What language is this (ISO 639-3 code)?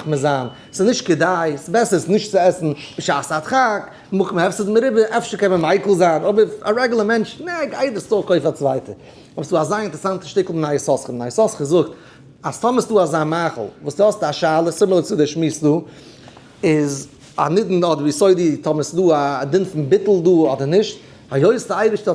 yid